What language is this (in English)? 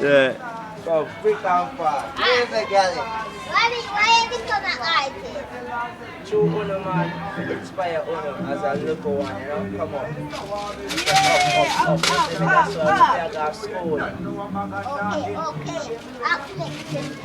Jamaican Creole English